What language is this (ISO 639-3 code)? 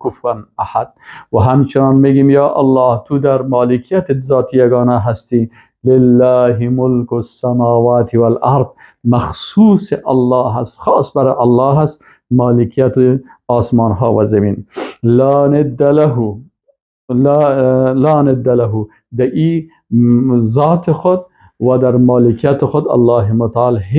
fas